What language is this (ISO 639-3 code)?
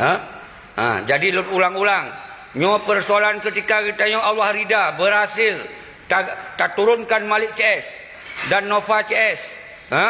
ace